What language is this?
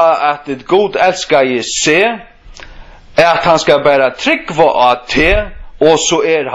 Faroese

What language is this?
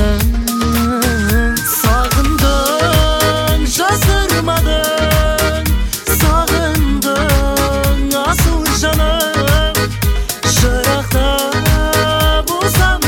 Kazakh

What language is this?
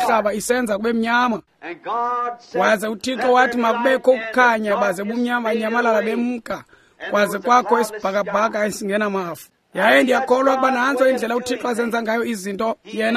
Xhosa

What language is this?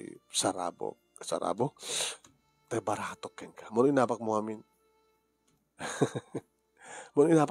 Iloko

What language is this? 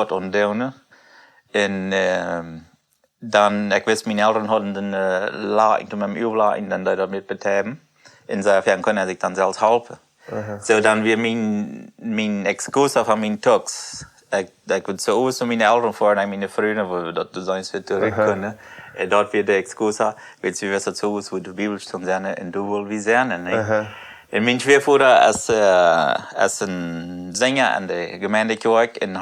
Plautdietsch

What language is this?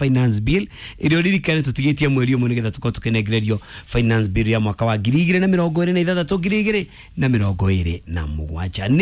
Kikuyu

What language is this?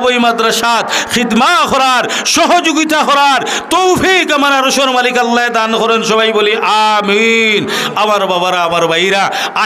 Sylheti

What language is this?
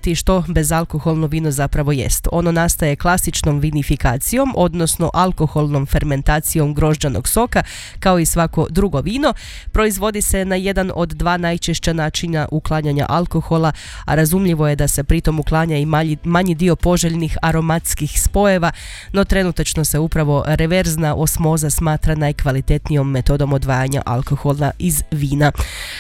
Croatian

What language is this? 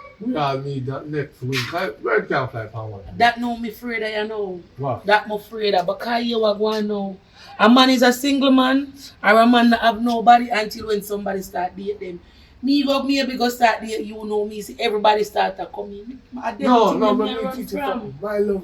Jamaican Creole English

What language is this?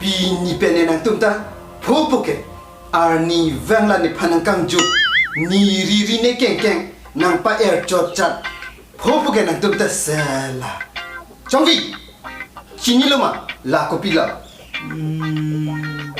Karbi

